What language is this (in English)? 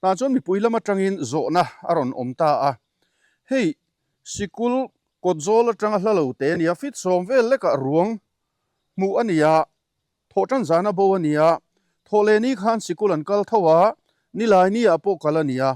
Mizo